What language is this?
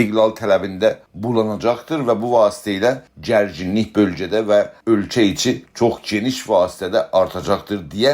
South Azerbaijani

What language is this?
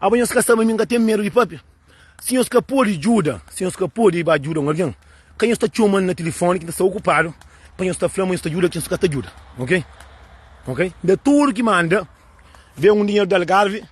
Kabuverdianu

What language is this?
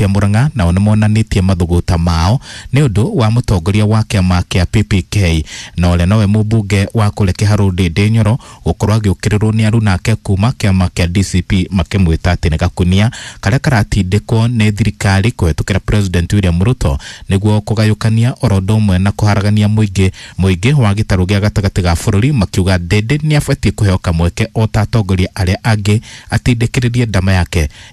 Kikuyu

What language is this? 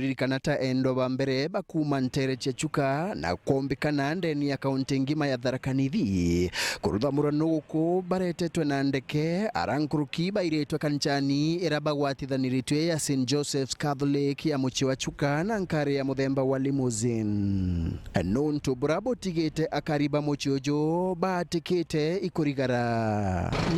Meru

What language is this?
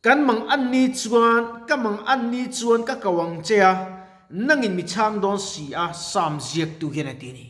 Mizo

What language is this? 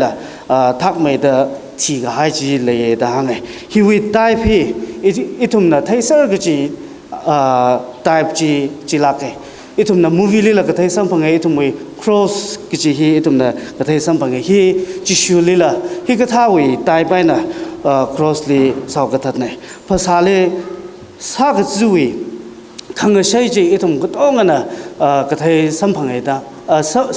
Tangkhul Naga (India)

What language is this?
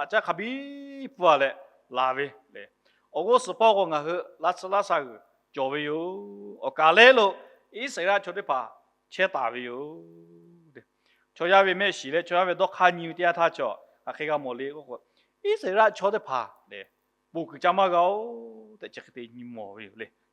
Lahu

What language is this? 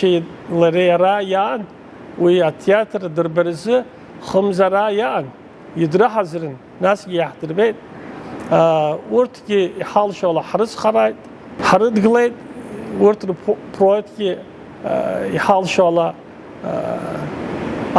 Abkhazian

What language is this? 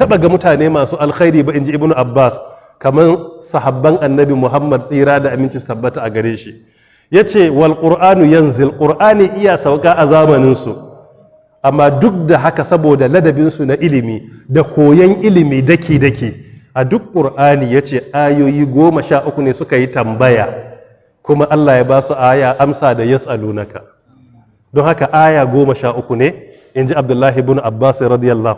Hausa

